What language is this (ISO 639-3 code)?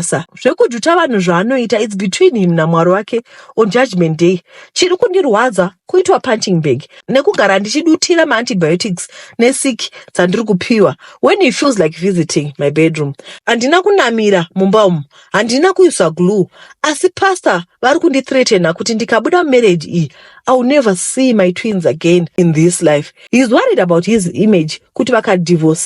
sna